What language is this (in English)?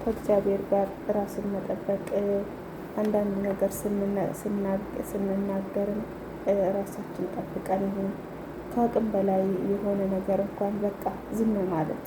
Amharic